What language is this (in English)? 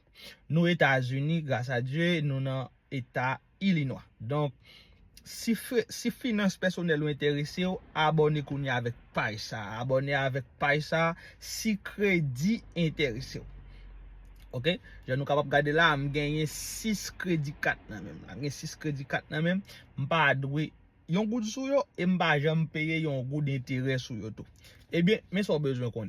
Haitian Creole